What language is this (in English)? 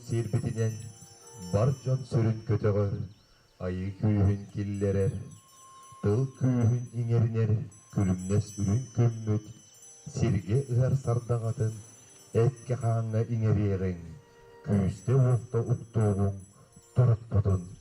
Yakut